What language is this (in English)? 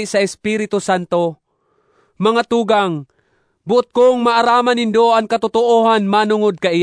Bikol